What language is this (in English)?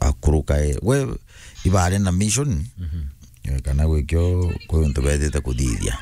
Meru